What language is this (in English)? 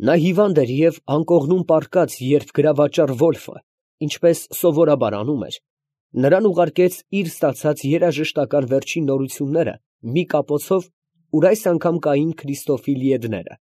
Armenian